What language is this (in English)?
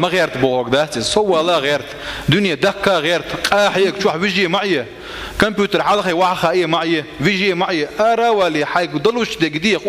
Chechen